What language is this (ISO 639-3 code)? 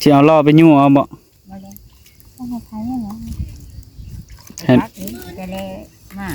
tts